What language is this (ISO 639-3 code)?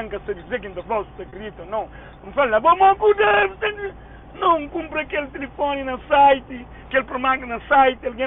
kea